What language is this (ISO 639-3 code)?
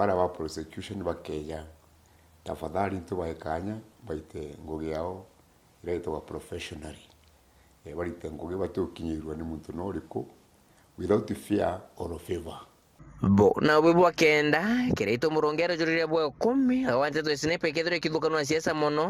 mer